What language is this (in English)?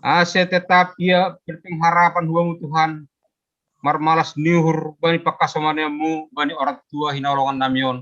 Batak Simalungun